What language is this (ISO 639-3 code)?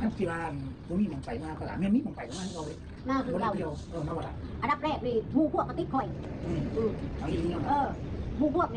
tts